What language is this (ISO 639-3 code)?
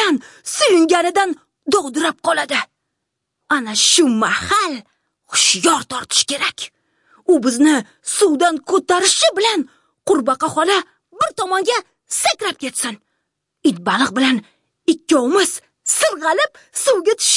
uzb